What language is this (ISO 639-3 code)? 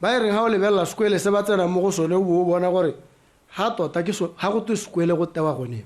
tsn